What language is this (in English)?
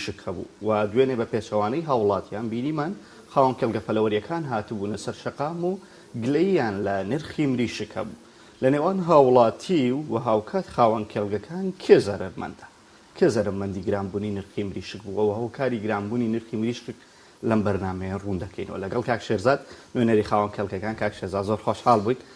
Central Kurdish